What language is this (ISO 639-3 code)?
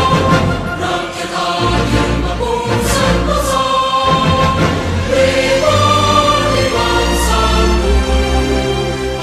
ind